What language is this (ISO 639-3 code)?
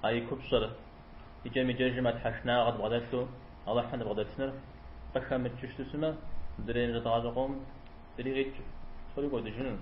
kbd